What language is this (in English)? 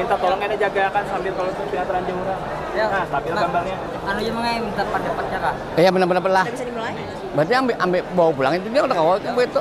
Banjar